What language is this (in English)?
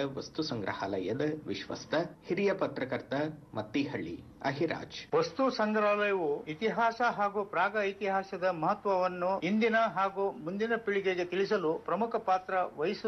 Kannada